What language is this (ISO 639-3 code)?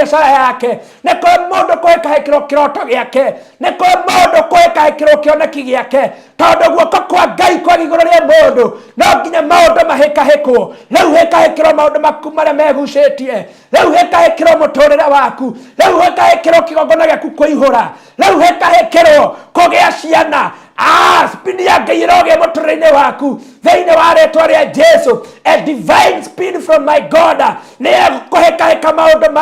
kik